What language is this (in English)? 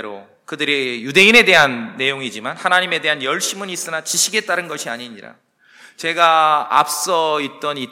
Korean